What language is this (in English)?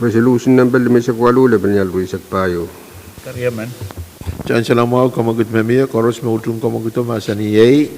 Pohnpeian